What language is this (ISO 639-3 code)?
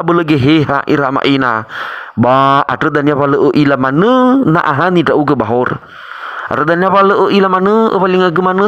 nia